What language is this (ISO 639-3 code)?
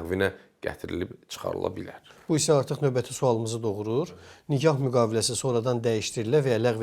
aze